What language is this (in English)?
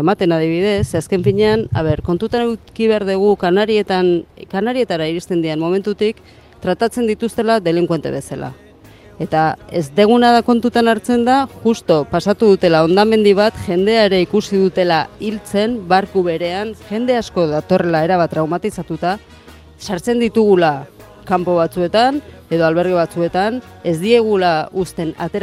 Basque